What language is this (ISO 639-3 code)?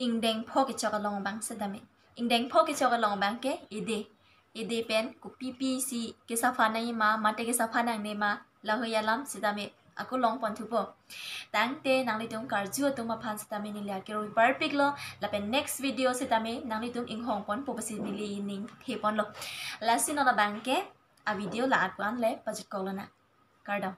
mjw